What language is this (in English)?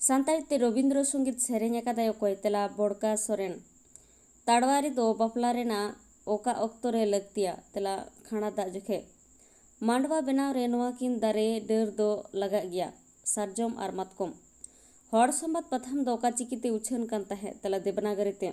Santali